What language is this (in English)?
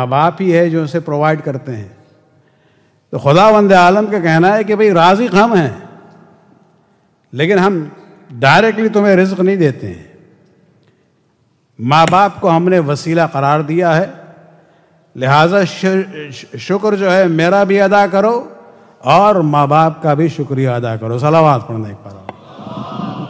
Urdu